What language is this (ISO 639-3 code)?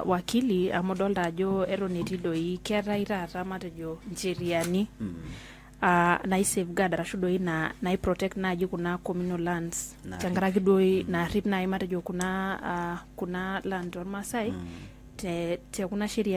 mas